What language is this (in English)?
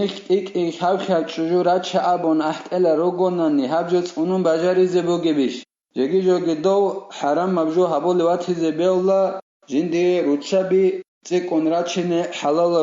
Avaric